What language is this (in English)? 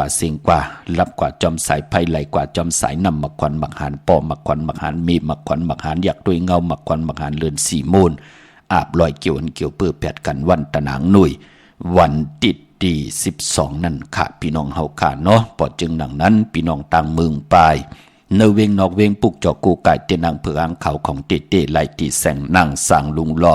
Shan